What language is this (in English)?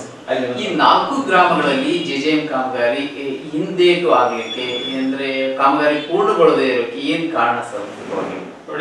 Kannada